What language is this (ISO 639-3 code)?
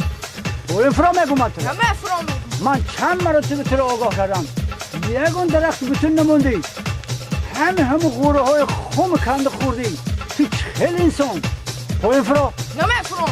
tgk